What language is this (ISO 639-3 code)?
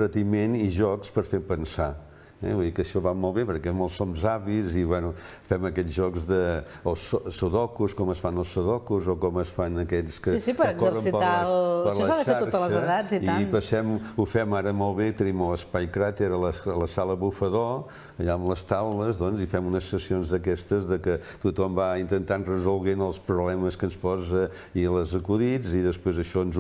cat